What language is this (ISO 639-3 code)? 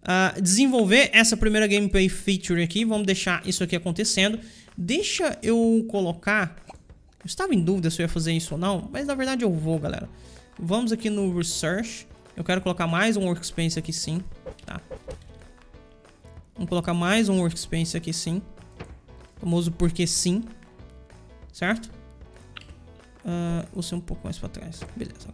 por